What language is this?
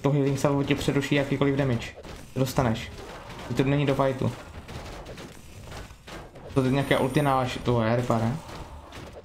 Czech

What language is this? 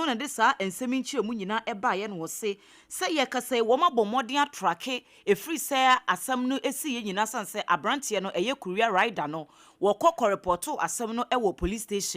Akan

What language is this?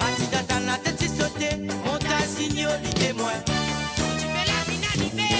Morisyen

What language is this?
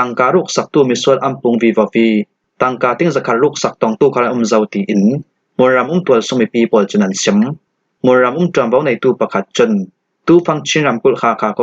Falam Chin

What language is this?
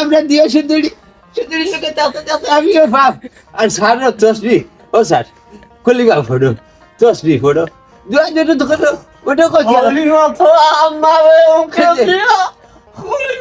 Sylheti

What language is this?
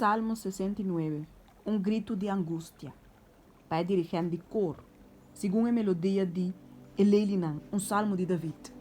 Papiamento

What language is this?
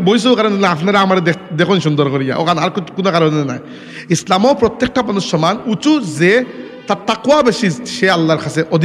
Sylheti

